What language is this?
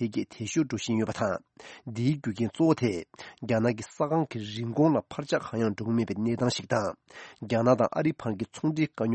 Tibetan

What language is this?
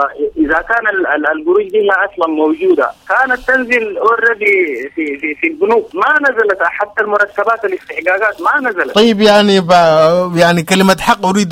Sudanese Arabic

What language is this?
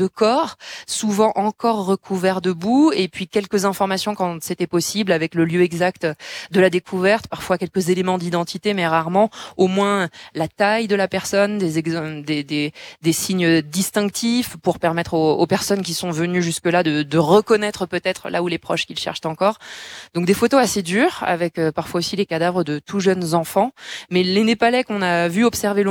French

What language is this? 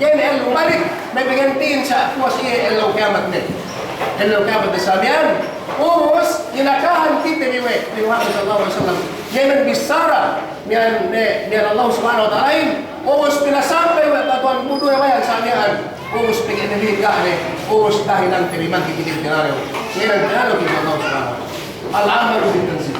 Yakan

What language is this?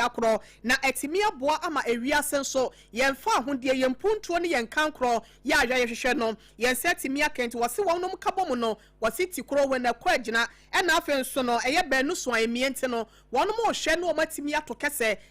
Akan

